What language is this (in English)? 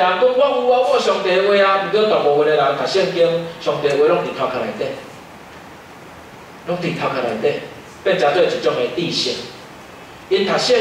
Min Nan Chinese